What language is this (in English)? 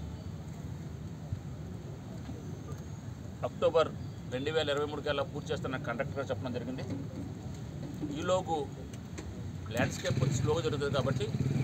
Telugu